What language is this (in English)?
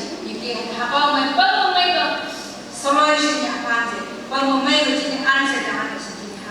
Phom Naga